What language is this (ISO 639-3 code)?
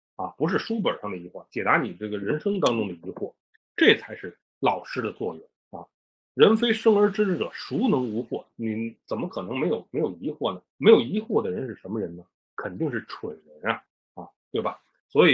zho